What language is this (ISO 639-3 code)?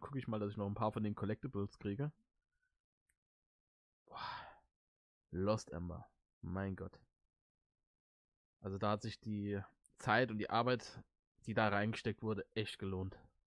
deu